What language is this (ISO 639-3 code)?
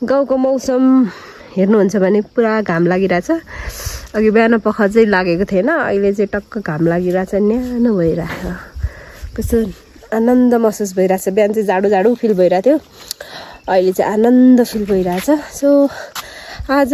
nep